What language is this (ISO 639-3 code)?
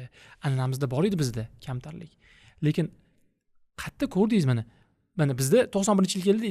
uzb